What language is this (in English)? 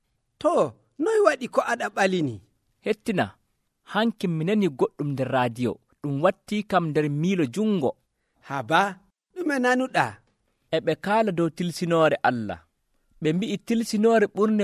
Nigerian Fulfulde